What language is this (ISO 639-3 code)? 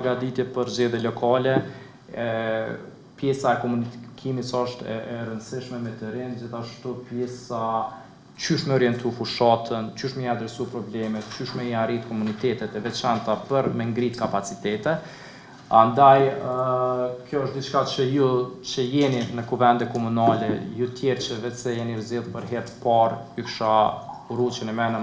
sqi